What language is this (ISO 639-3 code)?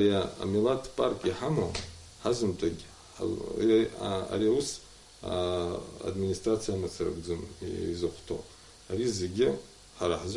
abk